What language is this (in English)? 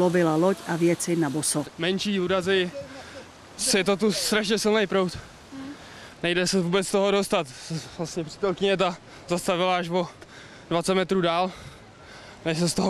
Czech